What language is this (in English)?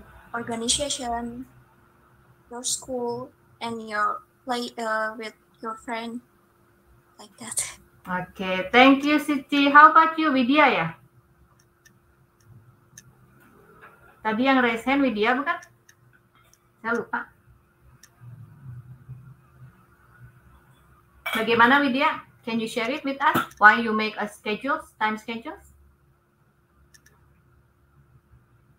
Indonesian